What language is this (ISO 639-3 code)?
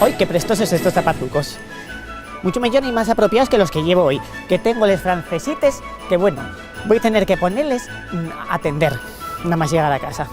ast